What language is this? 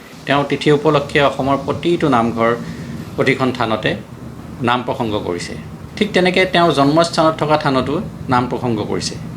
Assamese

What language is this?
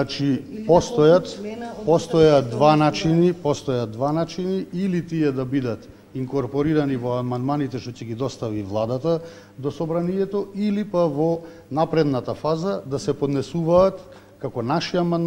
Macedonian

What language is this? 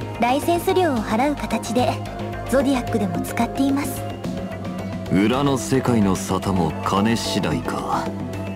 Japanese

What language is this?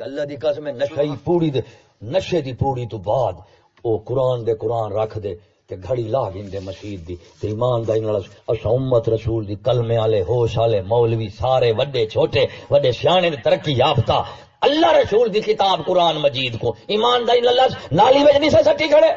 Saraiki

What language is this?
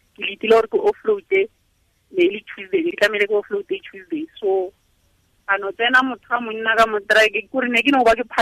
Tswana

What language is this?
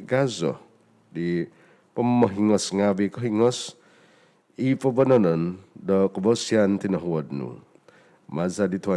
Central Dusun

